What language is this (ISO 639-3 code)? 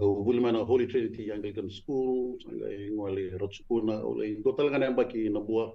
fij